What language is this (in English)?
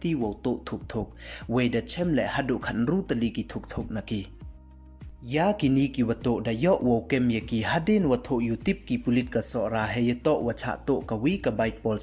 Pnar